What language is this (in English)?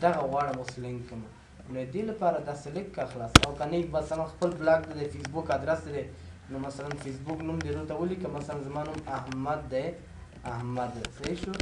Pashto